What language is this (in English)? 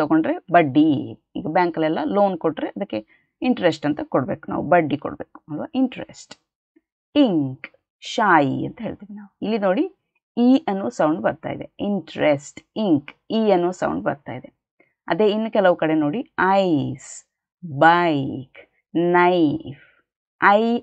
Kannada